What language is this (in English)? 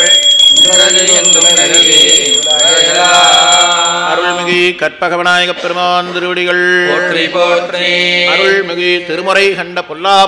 Tamil